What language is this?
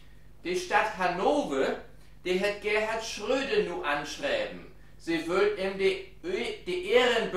Low German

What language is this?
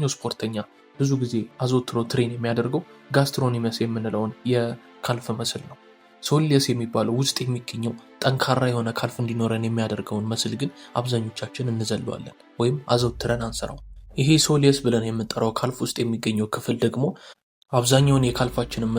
Amharic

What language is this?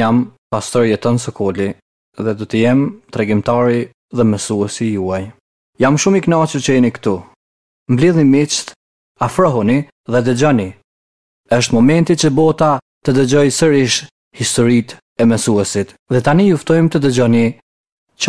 Albanian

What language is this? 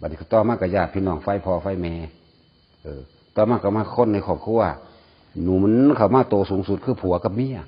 Northeastern Thai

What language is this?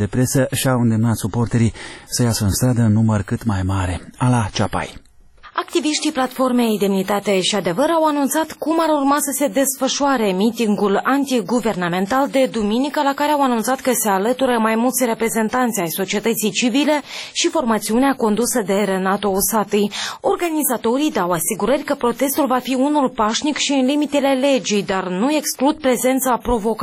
Romanian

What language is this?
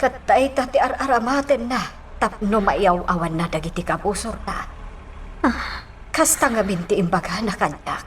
Iloko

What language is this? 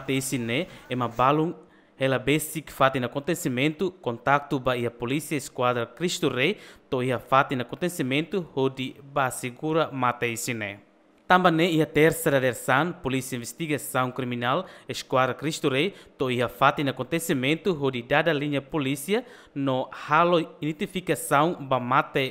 Tetum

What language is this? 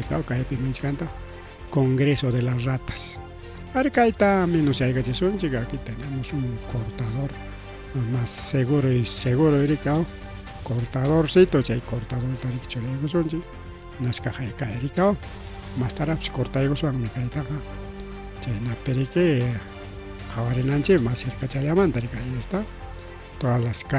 Ayacucho Quechua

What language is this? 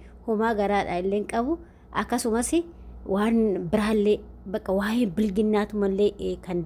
Oromo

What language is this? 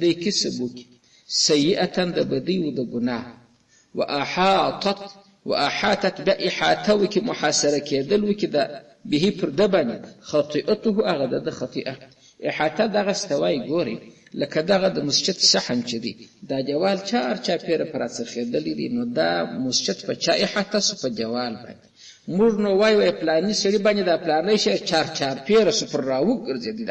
Pashto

